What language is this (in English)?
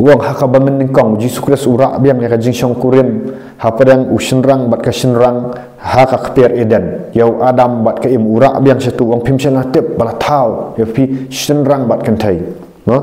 Khasi